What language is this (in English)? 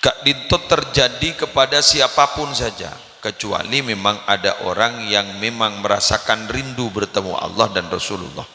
Madurese